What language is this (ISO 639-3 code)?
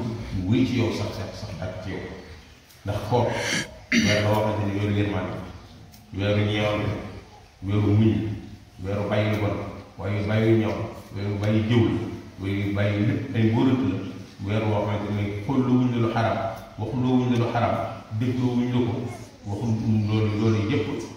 wol